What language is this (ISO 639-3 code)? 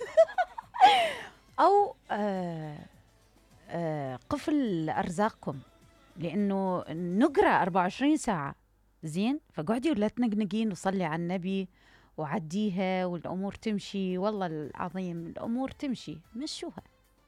acm